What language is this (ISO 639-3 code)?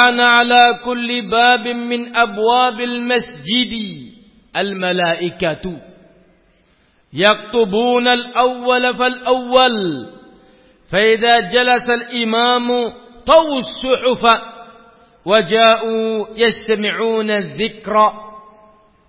ind